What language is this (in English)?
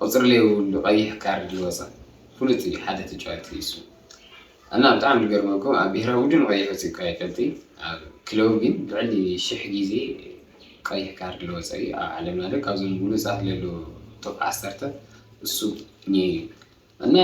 Tigrinya